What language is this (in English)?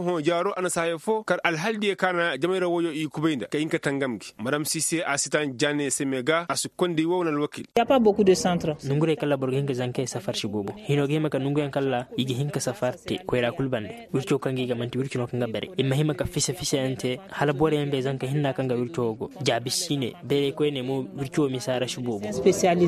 Koyraboro Senni